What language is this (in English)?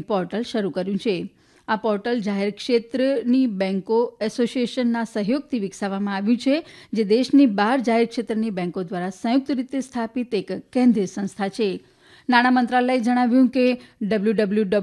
Gujarati